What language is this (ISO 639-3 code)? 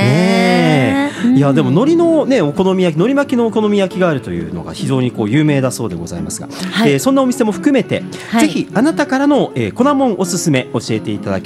jpn